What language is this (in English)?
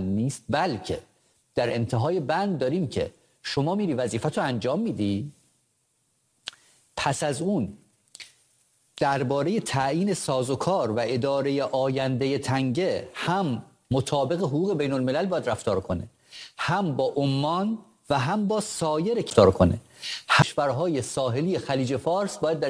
Persian